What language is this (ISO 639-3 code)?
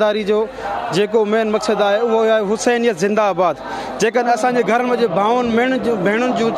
snd